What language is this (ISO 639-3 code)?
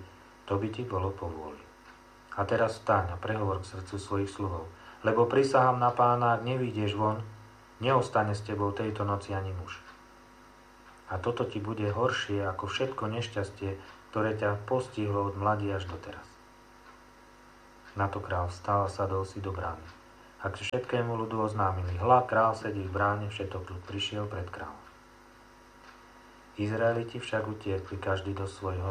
slk